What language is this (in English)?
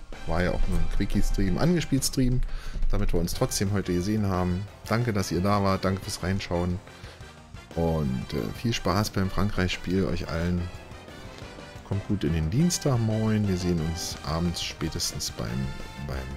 German